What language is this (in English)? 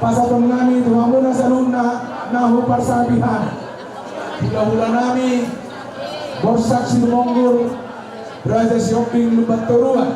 Batak Toba